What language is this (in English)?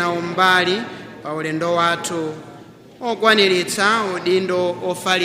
Nyanja